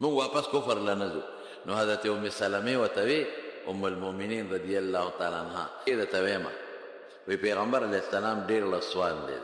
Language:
Pashto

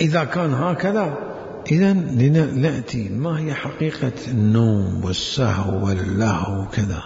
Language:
Mesopotamian Arabic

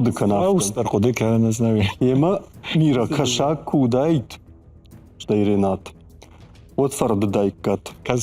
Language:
Ossetic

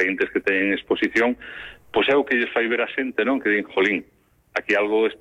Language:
Galician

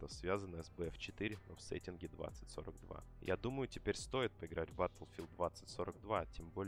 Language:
Russian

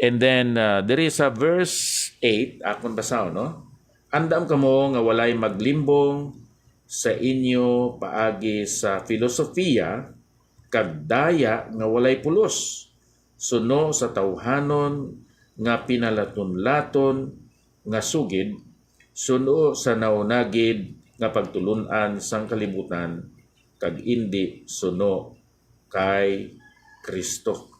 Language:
Hiligaynon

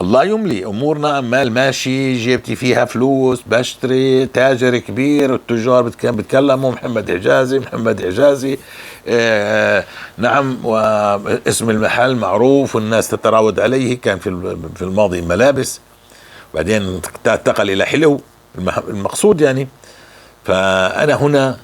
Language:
North Levantine Arabic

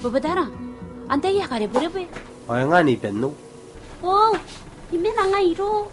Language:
Gilbertese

